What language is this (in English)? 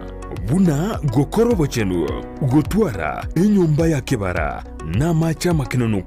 Gusii